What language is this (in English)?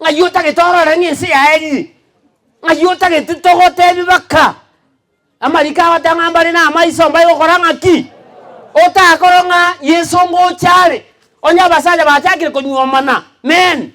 Gusii